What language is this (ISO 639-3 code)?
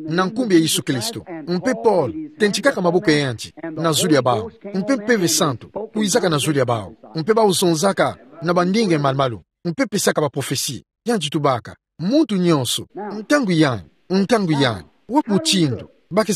ktu